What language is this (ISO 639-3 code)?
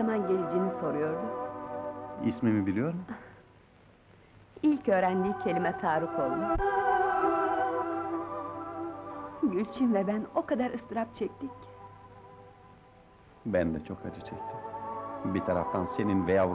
tur